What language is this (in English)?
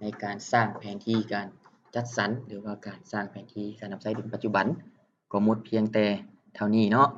Lao